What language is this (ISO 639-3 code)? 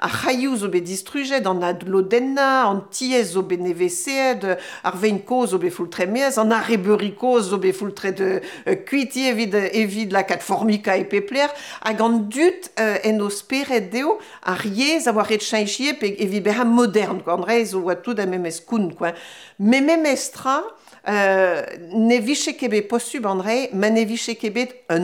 bre